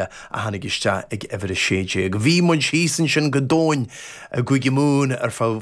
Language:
Irish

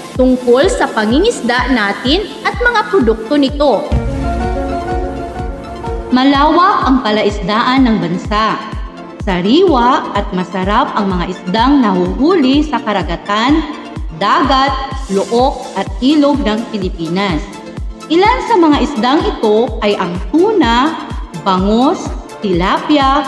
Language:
Filipino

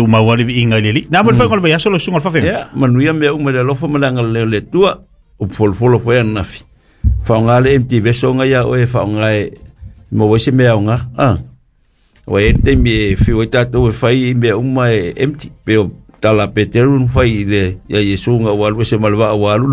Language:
Samoan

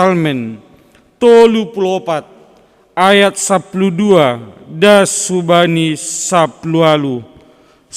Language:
Batak Simalungun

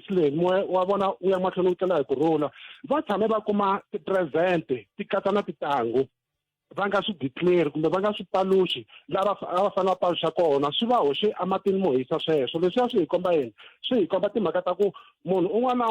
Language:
Tsonga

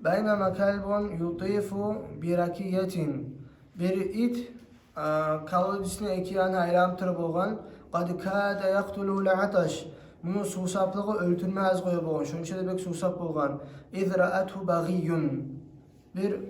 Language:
Kumyk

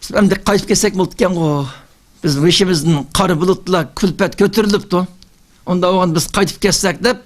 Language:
Uyghur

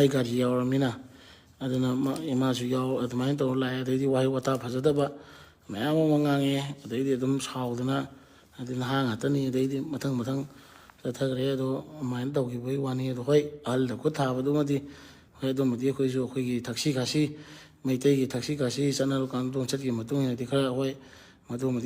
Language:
Manipuri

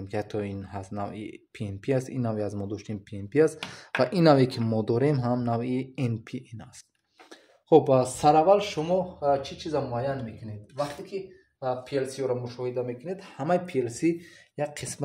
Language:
Tajik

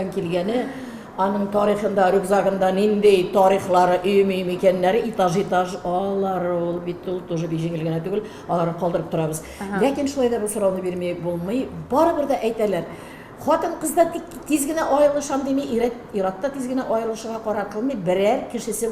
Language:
Tatar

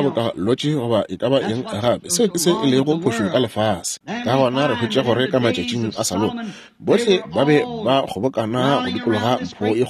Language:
Northern Sotho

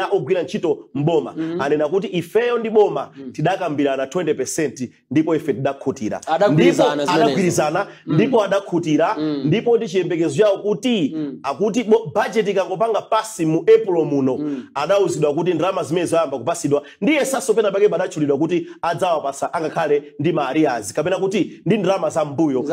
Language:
Nyanja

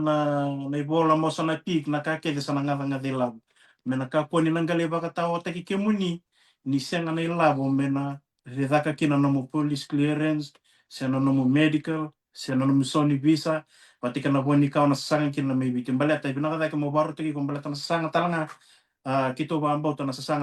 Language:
Fijian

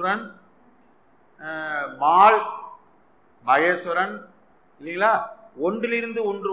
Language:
Tamil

